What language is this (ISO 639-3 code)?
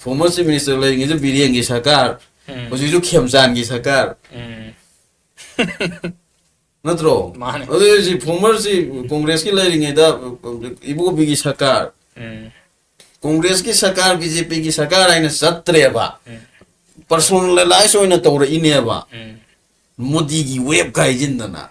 mni